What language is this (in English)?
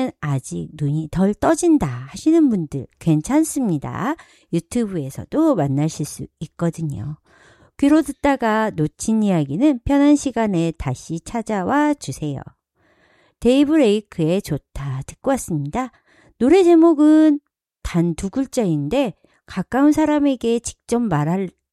Korean